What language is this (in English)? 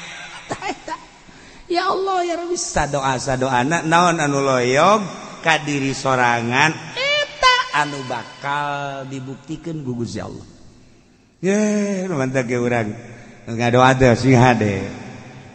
Sundanese